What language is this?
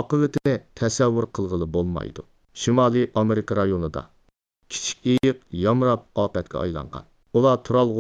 Uyghur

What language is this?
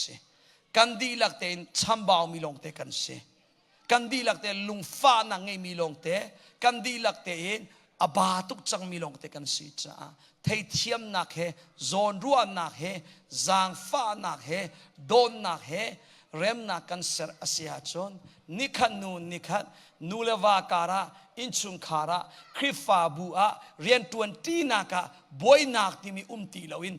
Hakha Chin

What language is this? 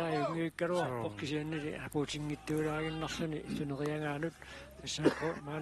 Kalaallisut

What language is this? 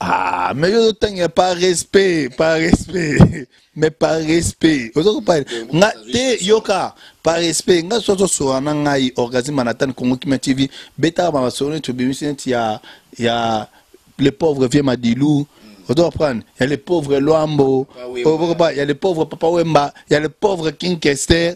Lingala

